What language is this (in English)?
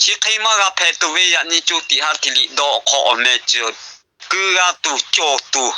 Lahu